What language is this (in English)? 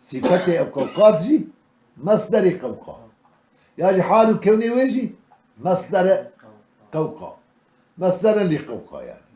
Kurdish